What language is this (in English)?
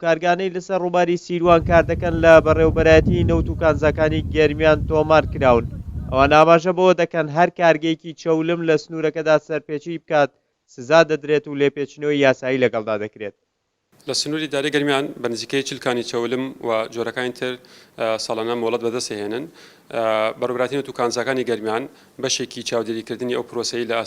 Central Kurdish